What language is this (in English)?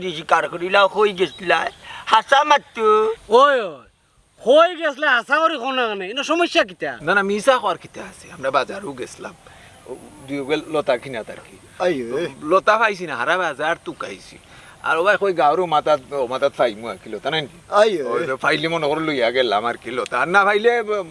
Sylheti